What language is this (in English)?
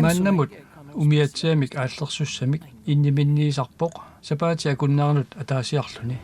Kalaallisut